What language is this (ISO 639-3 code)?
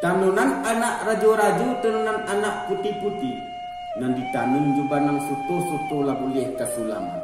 min